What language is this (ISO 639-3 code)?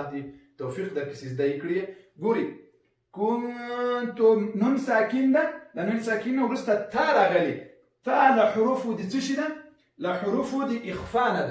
pus